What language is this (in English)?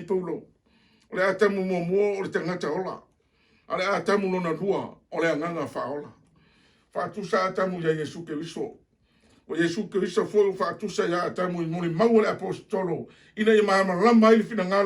Samoan